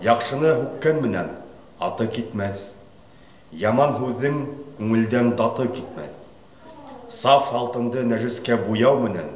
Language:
Bashkir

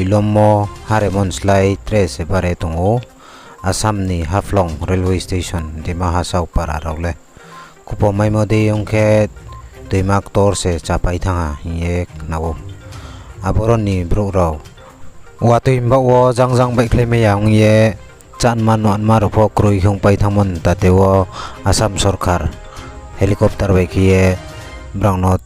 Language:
Riang (India)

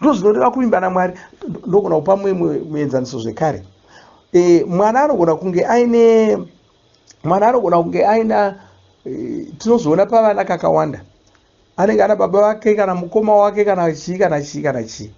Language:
Shona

